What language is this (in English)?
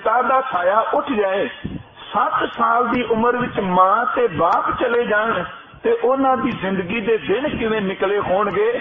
Punjabi